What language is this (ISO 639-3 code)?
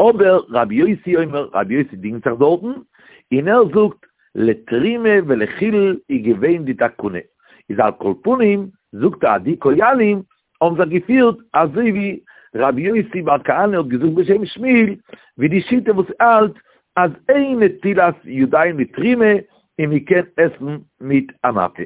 yid